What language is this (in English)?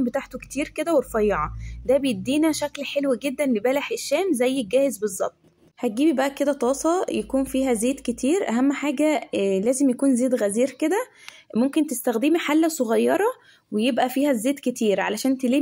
Egyptian Arabic